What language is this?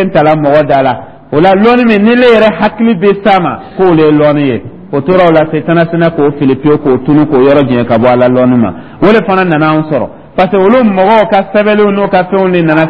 Dyula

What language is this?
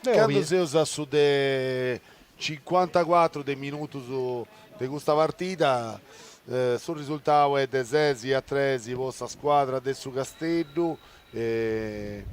Sardinian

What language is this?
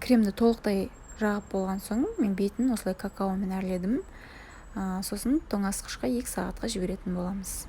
Kazakh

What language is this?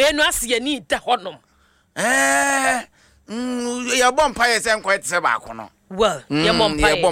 Akan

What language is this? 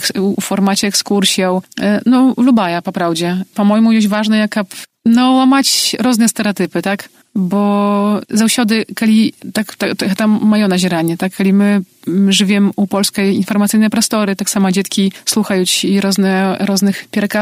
Belarusian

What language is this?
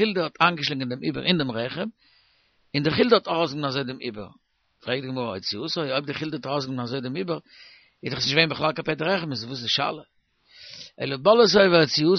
Yiddish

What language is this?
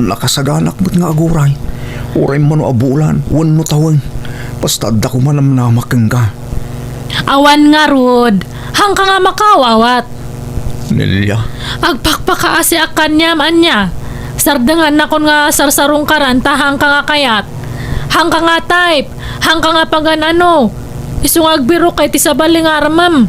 Iloko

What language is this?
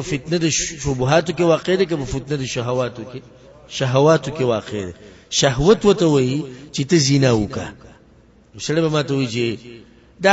Pashto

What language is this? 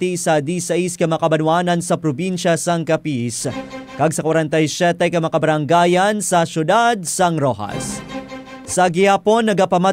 Hiligaynon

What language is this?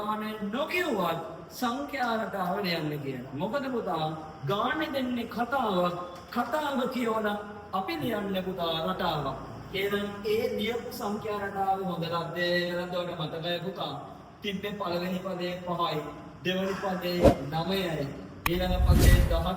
Sinhala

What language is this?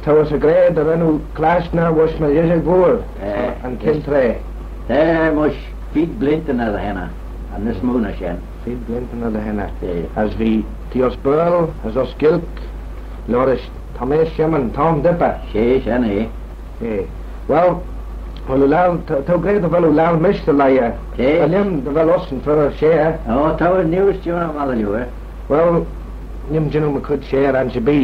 Manx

